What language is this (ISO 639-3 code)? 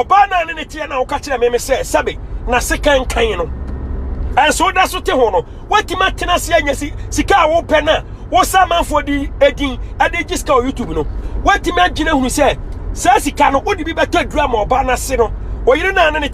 aka